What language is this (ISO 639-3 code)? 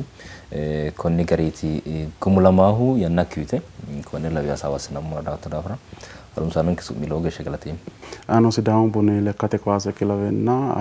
sid